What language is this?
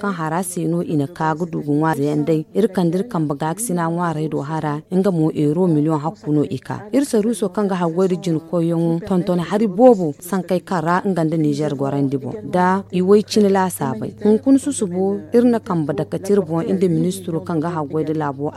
Zarma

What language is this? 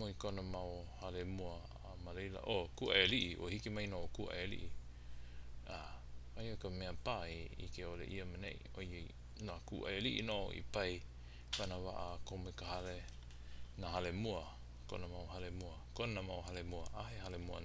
Hawaiian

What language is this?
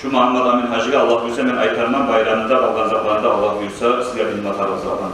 Kumyk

